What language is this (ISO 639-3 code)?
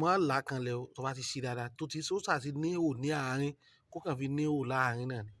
yor